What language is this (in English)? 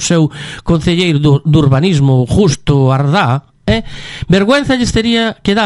Galician